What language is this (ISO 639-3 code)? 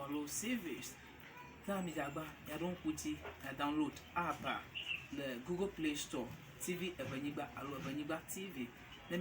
ewe